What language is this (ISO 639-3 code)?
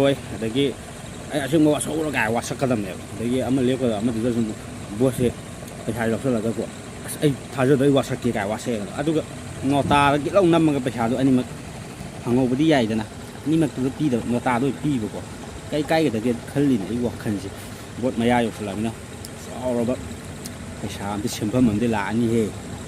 mni